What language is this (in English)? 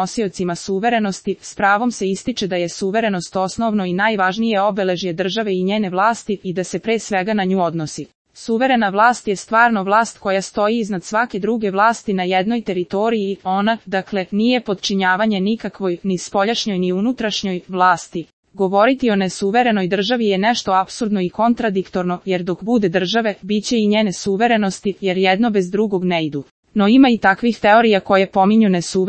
Serbian